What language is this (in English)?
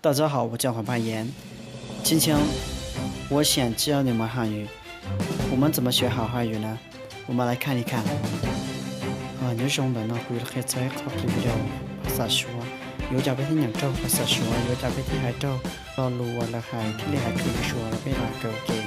Hmong